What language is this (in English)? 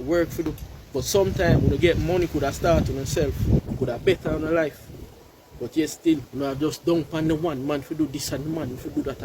Jamaican Creole English